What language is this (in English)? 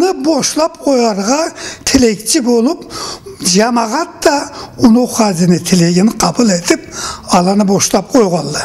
Karachay-Balkar